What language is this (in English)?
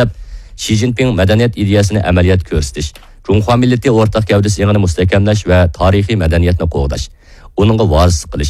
Uyghur